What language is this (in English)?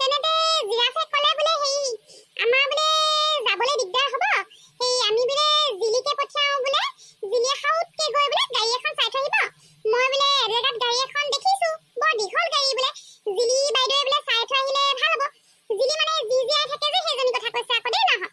Assamese